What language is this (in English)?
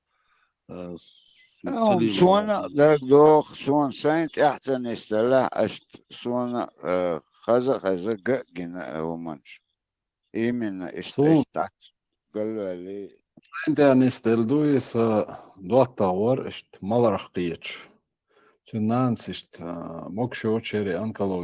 Chechen